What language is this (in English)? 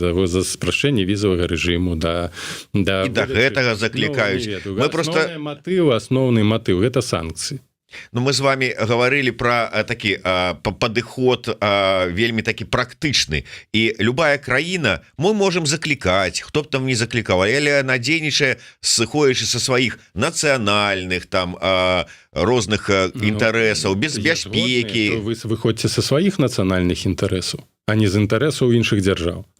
Belarusian